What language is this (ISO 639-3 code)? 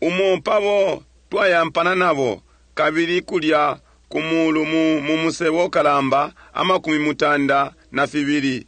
bem